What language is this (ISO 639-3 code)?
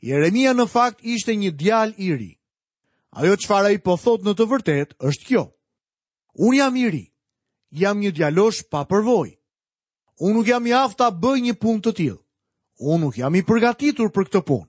sqi